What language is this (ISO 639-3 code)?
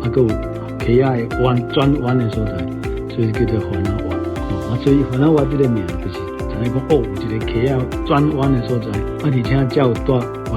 nan